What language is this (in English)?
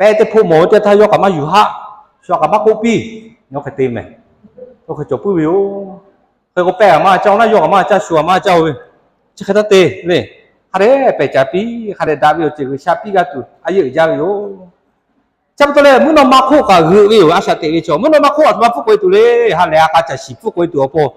Lahu